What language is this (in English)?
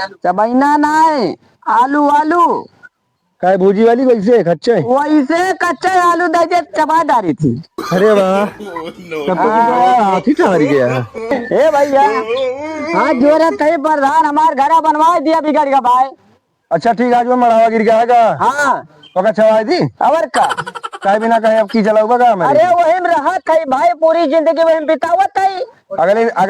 Awadhi